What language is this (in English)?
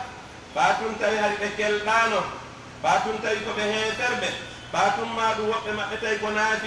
Pular